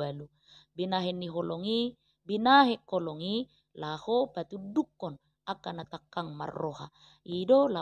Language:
Batak Toba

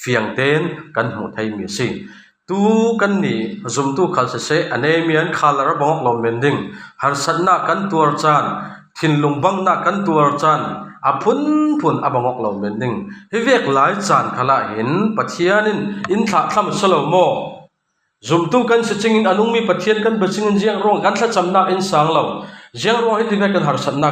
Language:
Falam Chin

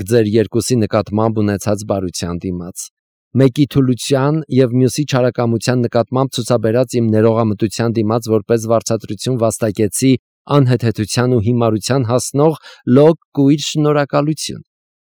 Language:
Armenian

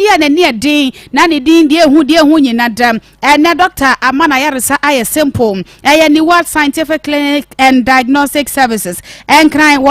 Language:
Akan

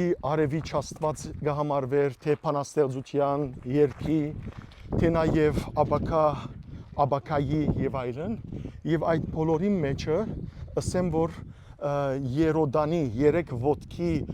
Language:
Western Armenian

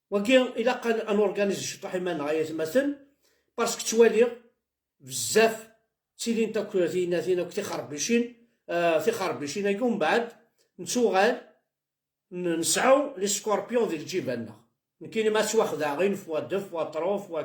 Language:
Kabyle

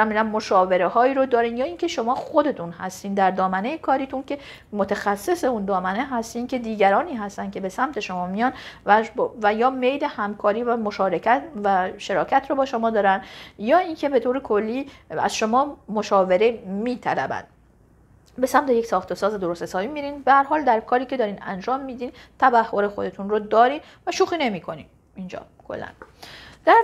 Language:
Persian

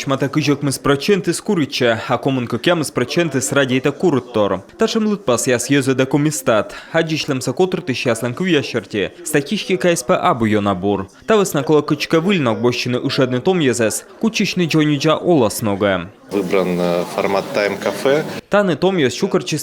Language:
Komi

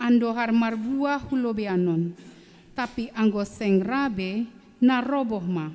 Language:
Batak Simalungun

